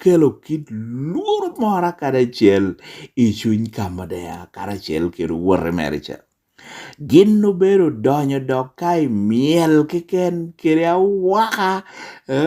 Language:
Lango (Uganda)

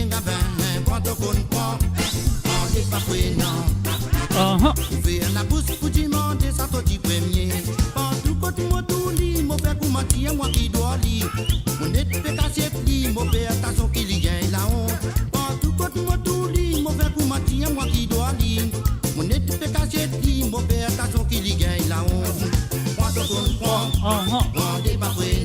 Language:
Morisyen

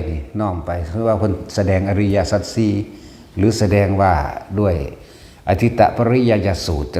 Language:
Northeastern Thai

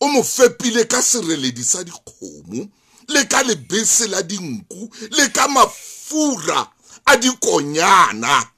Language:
Southern Sotho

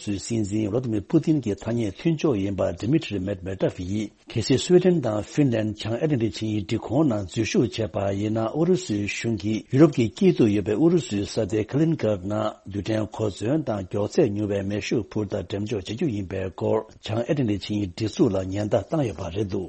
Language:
Tibetan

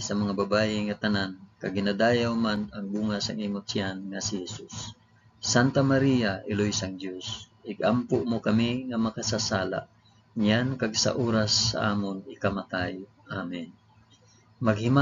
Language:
Hiligaynon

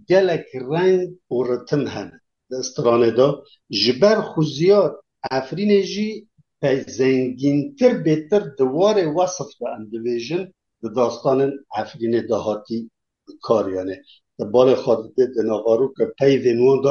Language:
Kurdish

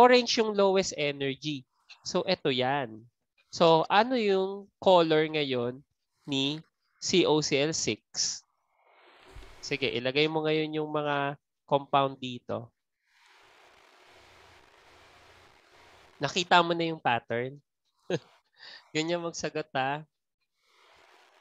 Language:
Filipino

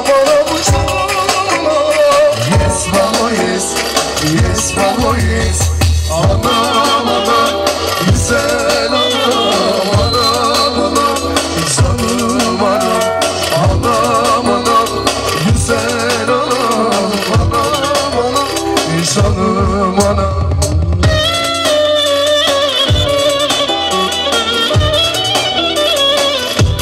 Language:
Turkish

